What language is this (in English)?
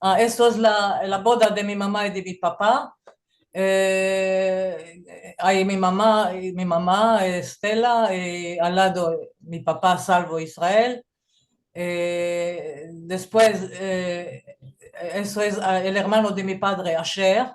Ladino